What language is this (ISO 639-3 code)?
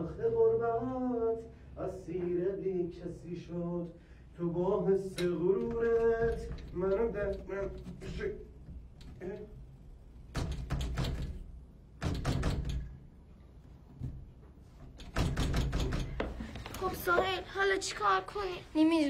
fas